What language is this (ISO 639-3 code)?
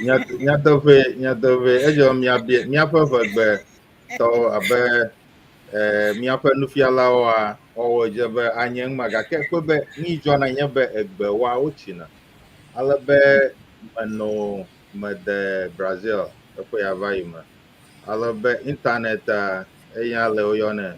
ewe